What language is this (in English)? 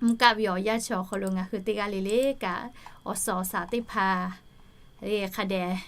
Lahu